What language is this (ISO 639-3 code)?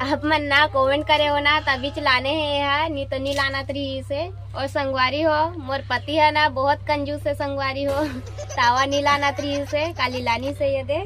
hne